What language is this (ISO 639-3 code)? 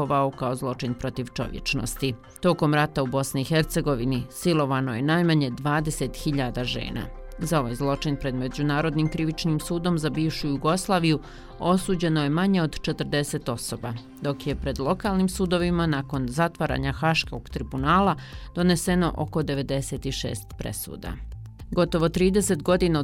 bos